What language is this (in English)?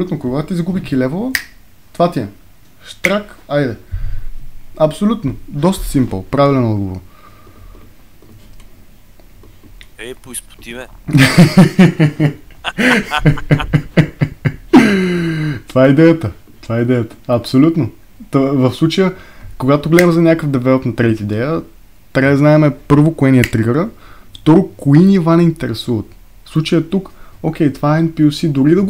Bulgarian